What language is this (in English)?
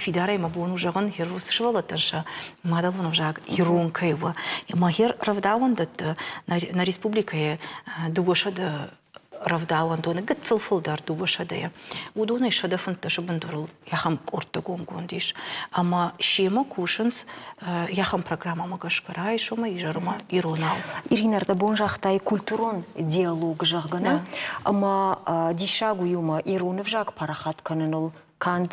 Ossetic